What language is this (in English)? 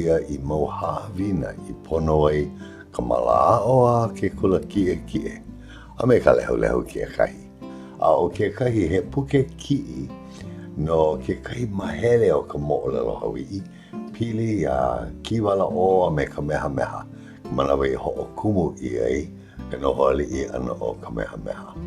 Hawaiian